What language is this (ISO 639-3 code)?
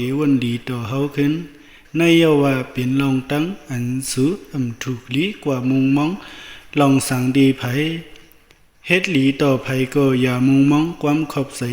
shn